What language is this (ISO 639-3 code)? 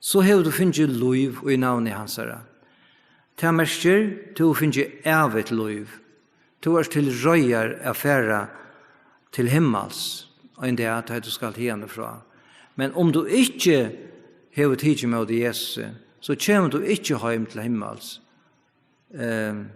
fao